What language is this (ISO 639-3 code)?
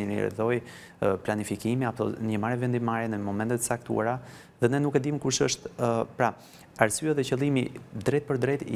sqi